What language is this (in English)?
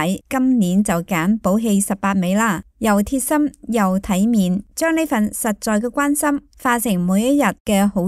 Cantonese